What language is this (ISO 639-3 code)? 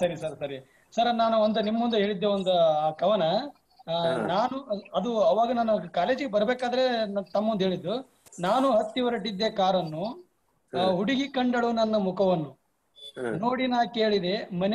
kan